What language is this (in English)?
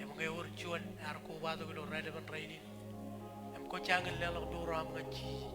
Marshallese